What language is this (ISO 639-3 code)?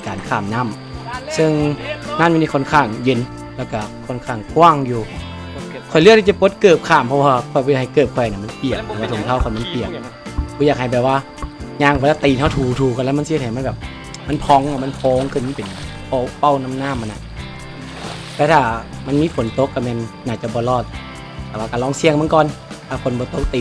lao